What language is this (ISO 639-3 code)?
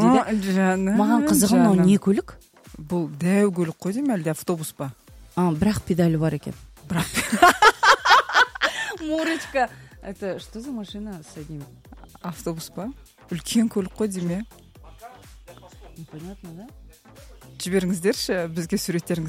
kaz